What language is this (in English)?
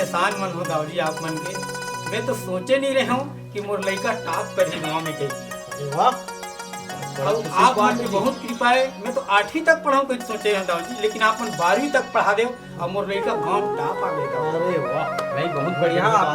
Chhattisgarhi